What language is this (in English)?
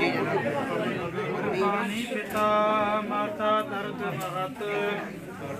Punjabi